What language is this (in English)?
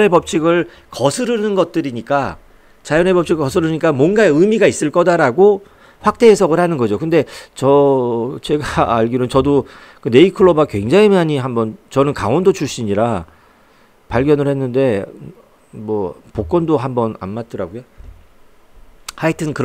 Korean